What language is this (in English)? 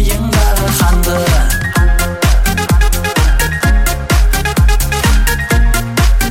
Kazakh